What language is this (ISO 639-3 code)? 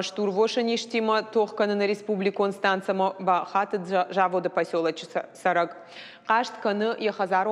oss